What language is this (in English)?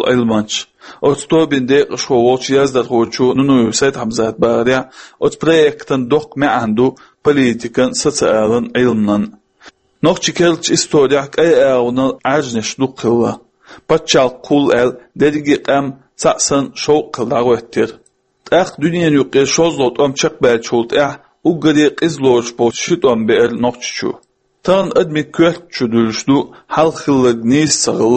Chechen